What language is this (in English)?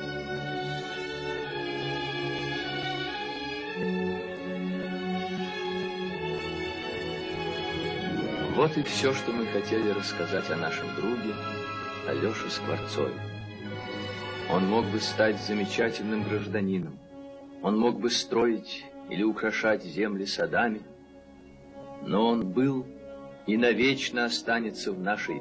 Russian